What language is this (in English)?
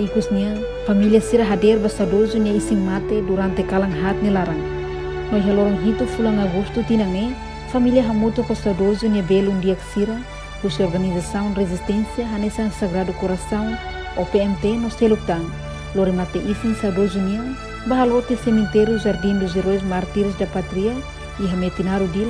Tetum